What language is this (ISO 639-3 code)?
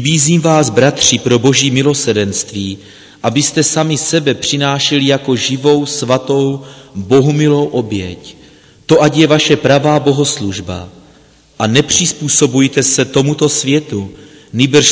ces